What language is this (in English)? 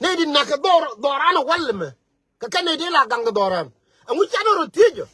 Nuer